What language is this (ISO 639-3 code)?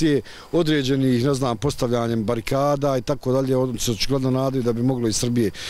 bos